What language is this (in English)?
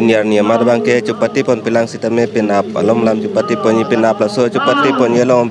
Karbi